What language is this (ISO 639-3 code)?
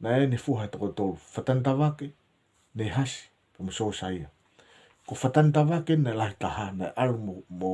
ton